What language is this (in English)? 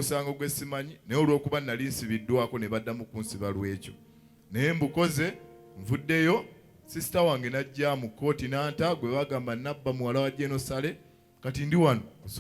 Ganda